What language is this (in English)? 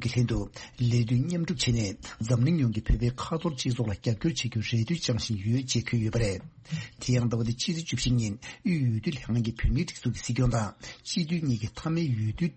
Tibetan